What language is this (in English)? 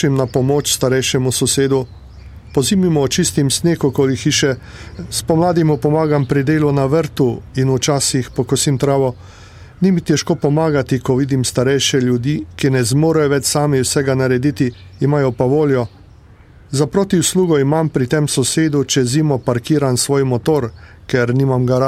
Slovenian